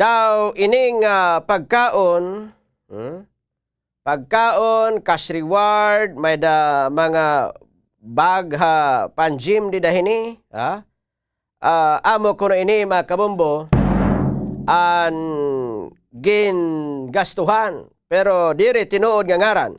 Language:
Waray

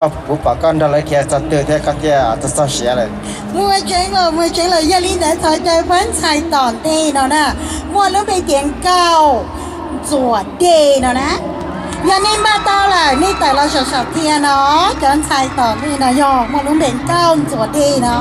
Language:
Hmong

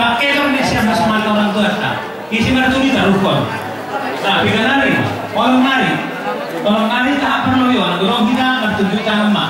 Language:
Batak Simalungun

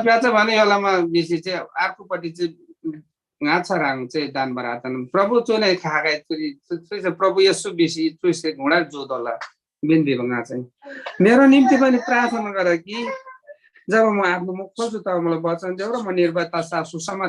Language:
Eastern Tamang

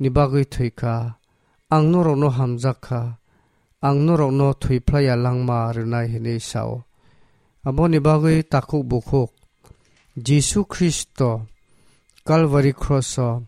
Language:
Kok Borok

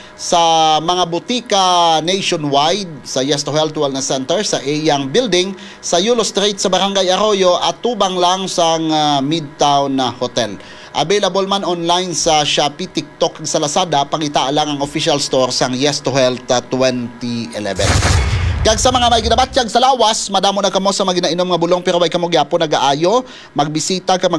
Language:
Hiligaynon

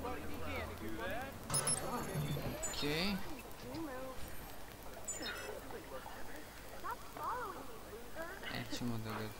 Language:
Serbian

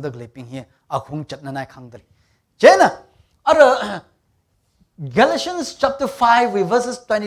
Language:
Tangkhul Naga (India)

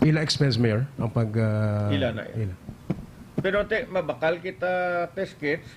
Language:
Hiligaynon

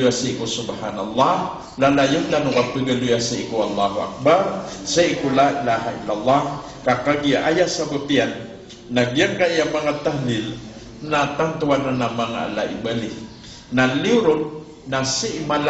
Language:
Maranao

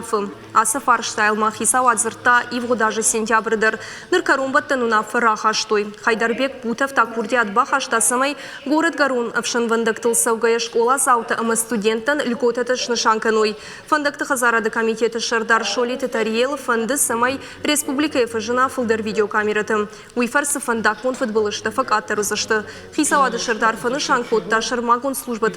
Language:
Ossetic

